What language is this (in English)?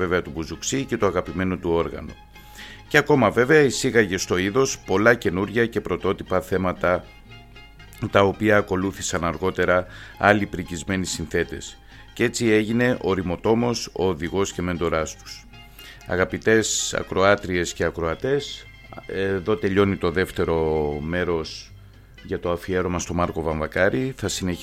Greek